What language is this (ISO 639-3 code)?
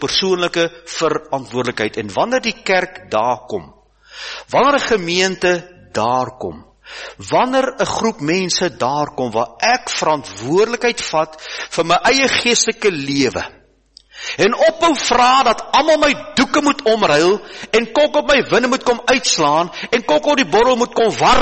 afr